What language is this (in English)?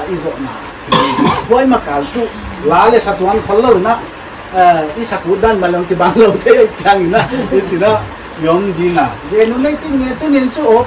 Paite Chin